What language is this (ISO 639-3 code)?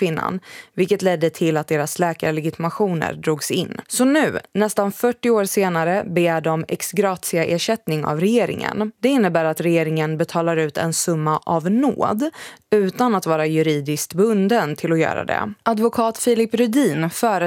swe